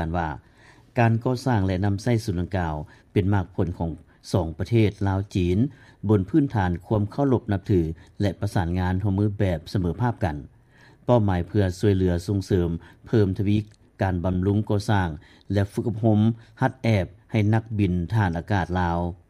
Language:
Lao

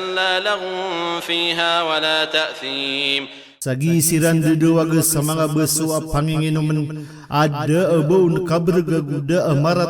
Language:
Maranao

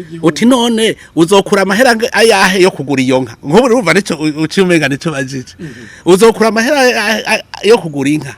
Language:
Rundi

